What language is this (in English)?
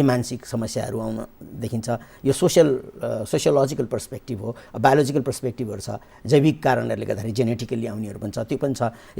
Nepali